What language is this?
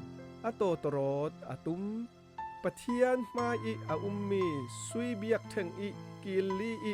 Falam Chin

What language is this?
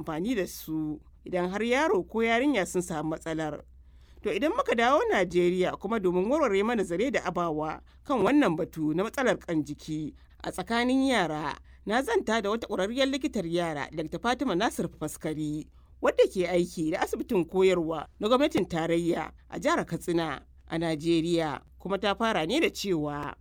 Hausa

